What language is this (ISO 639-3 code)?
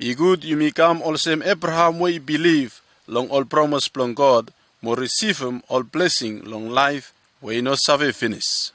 bis